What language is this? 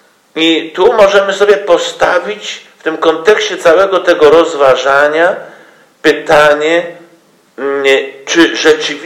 Polish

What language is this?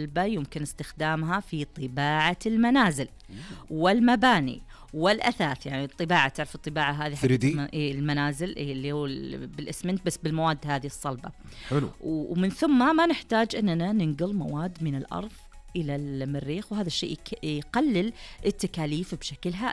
Najdi Arabic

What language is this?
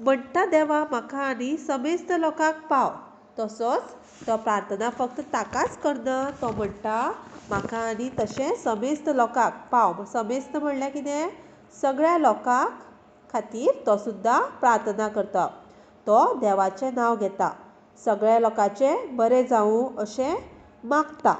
Konkani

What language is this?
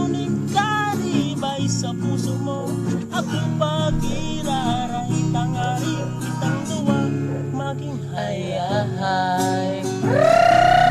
Bikol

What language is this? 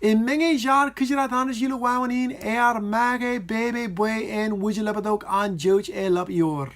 Marshallese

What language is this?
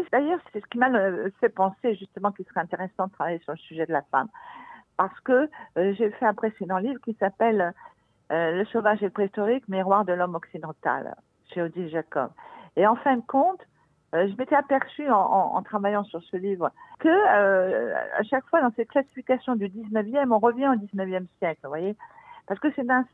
French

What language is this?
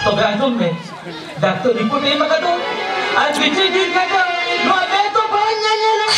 Santali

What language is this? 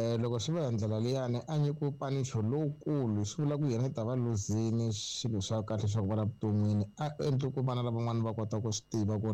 Tsonga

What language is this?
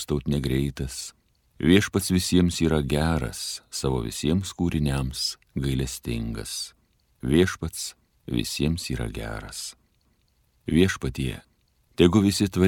Lithuanian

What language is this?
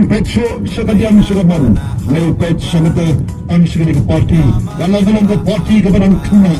Khasi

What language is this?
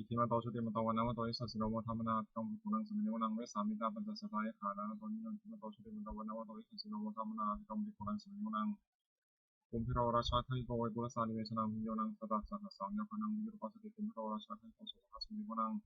Pali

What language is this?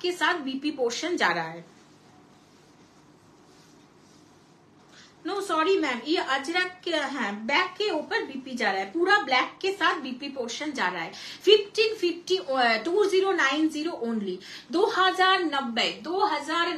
Hindi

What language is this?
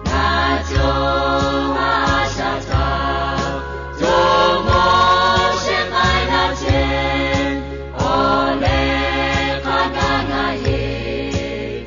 Lahu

